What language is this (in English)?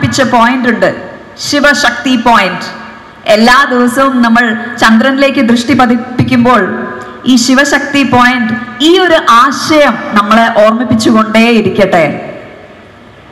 Malayalam